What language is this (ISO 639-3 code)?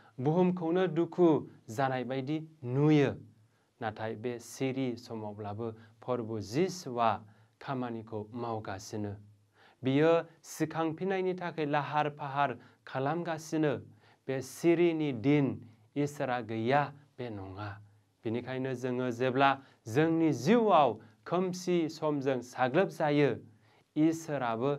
brx